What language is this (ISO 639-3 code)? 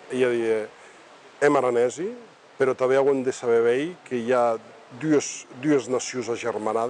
oci